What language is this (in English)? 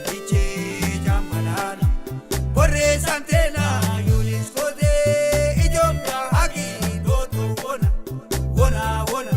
Sidamo